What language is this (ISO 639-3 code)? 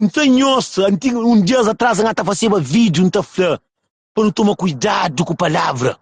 kea